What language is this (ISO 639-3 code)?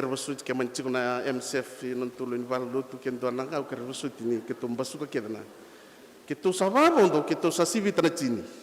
fij